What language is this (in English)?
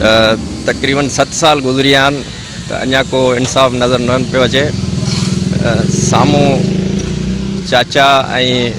Sindhi